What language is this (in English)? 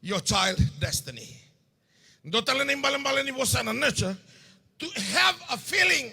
Fijian